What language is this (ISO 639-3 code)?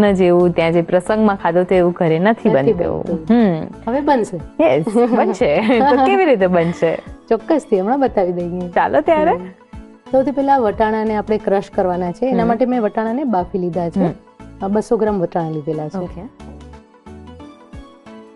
guj